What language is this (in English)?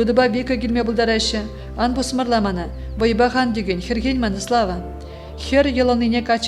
Chuvash